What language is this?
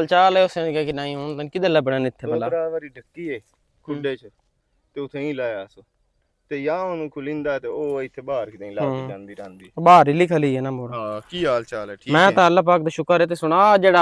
Western Panjabi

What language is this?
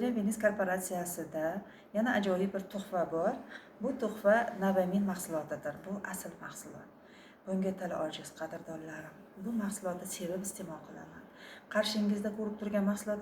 Uzbek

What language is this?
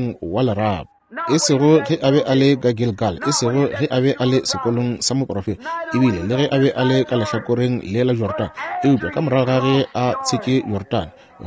Northern Sotho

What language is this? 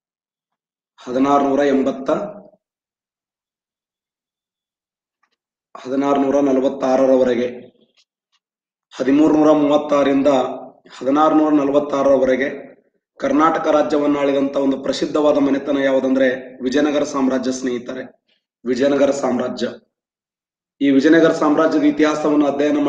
Kannada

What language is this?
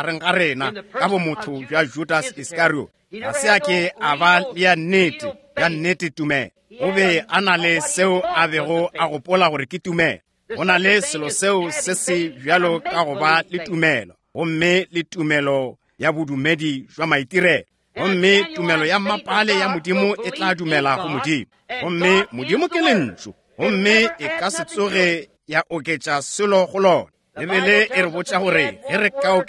Northern Sotho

